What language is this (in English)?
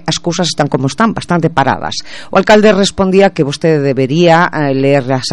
Galician